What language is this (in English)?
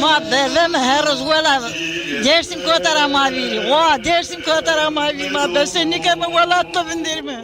Zaza